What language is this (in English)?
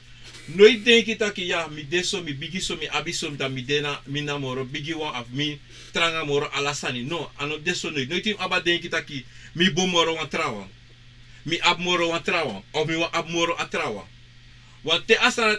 Sranan Tongo